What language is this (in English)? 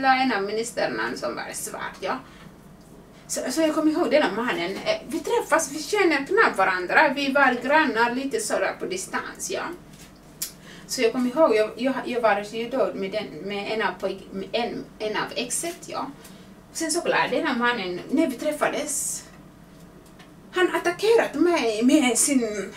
Swedish